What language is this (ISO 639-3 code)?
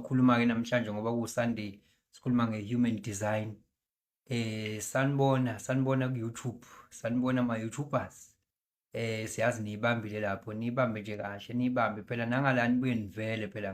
zul